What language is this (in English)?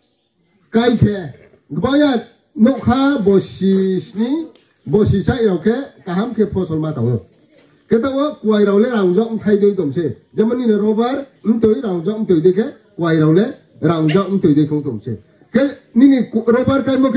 Riang (India)